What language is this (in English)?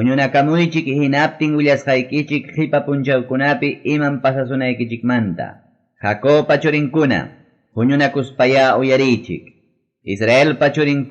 Ayacucho Quechua